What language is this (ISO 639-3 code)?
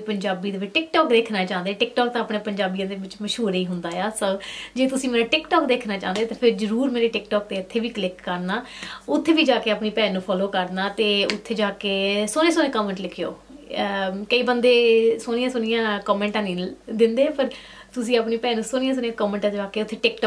pan